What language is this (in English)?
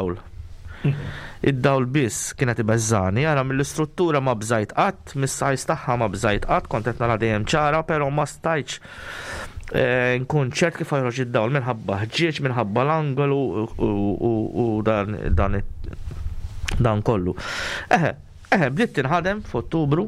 Maltese